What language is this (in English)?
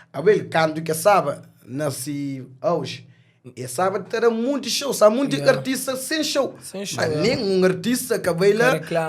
Kabuverdianu